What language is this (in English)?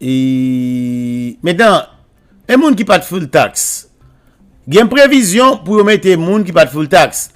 Haitian Creole